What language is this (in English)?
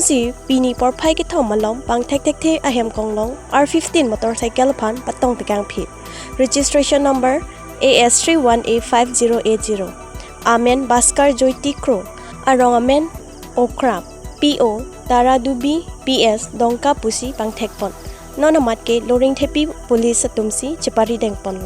Karbi